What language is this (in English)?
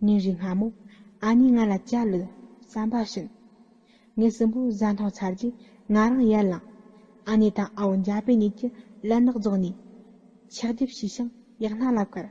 Tibetan